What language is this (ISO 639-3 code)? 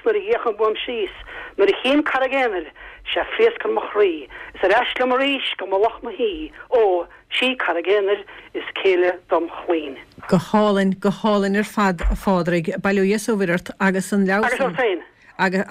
gle